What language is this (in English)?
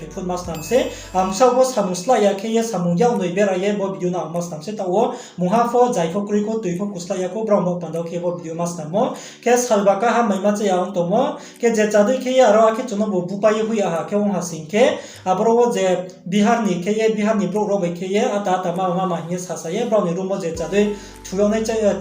Riang (India)